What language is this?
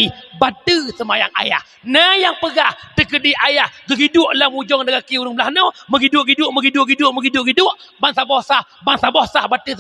Achinese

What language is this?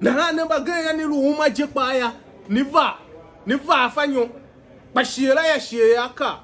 Tiv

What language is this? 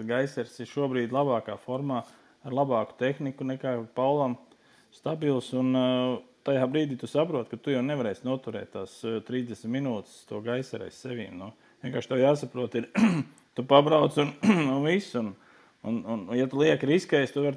Latvian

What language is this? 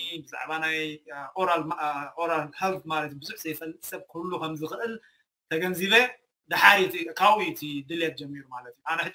Tigrinya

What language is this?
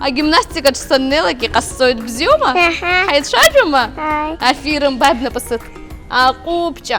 Abkhazian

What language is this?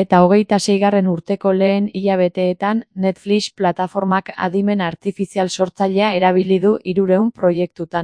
Basque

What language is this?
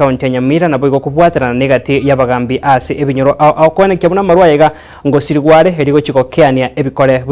Gusii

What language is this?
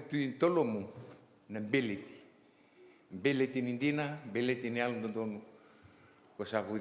Fijian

